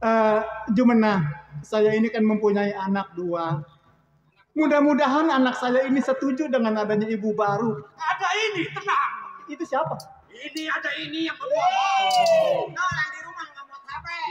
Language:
Betawi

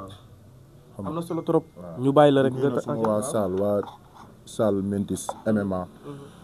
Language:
Wolof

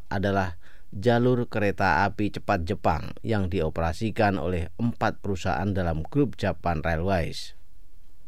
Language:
Indonesian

